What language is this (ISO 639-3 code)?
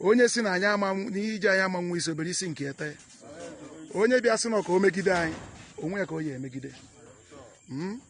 ibo